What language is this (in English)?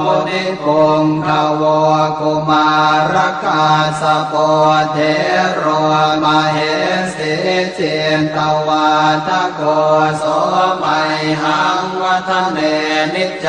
Pali